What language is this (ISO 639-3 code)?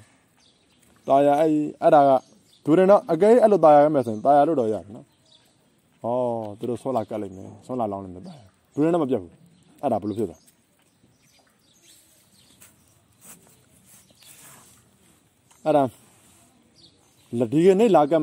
mya